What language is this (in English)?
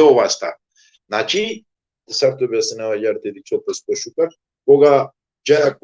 Balkan Romani